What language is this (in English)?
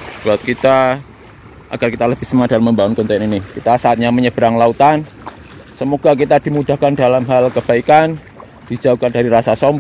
Indonesian